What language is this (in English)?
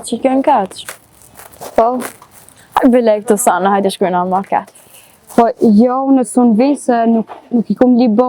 Albanian